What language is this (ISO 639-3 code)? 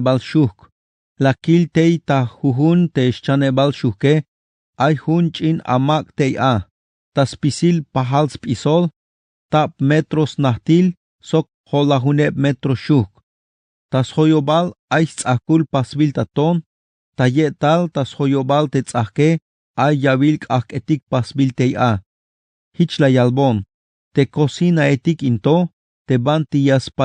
tzh